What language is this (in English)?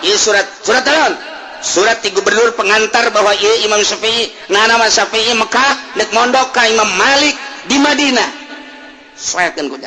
Sundanese